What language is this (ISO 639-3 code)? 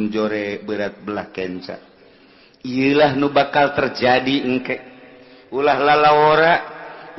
sun